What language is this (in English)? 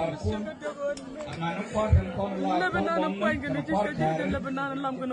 Nuer